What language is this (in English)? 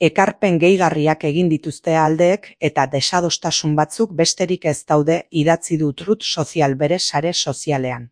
Basque